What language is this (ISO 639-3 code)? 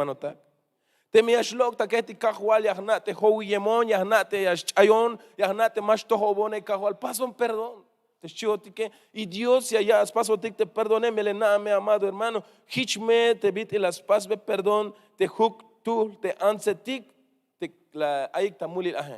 tzh